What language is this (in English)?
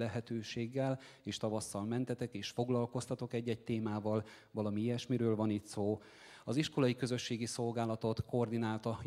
Hungarian